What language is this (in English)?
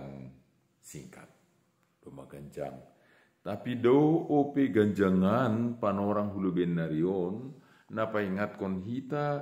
Batak Simalungun